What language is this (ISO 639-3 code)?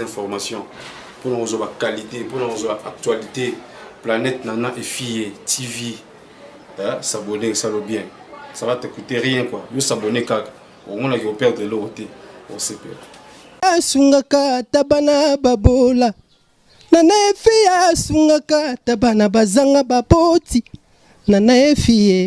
lin